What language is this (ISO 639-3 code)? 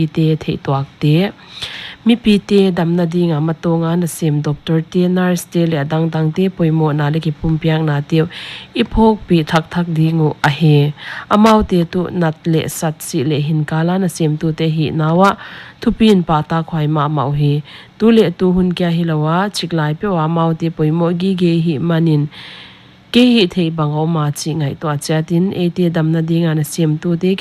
pck